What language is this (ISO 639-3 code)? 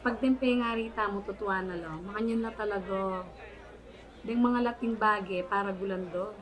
pam